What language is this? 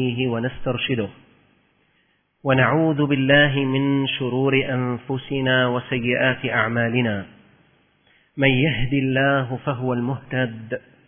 Arabic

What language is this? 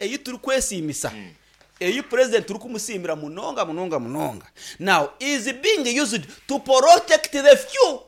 Nyankole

